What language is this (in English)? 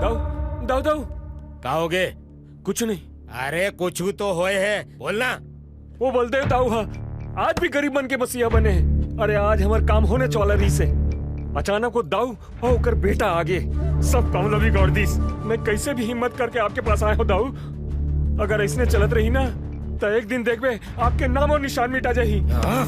Chhattisgarhi